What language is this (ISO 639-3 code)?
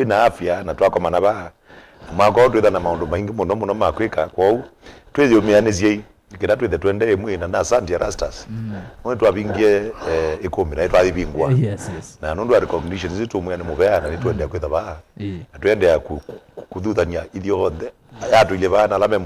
kam